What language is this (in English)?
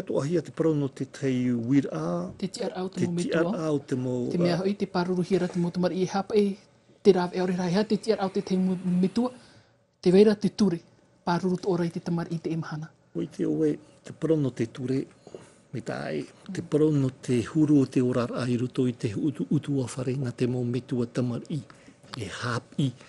Tahitian